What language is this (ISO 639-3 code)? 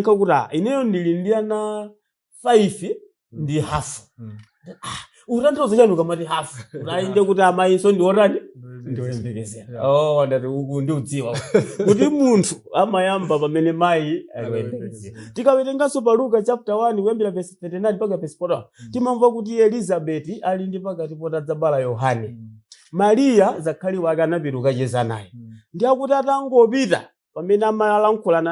nya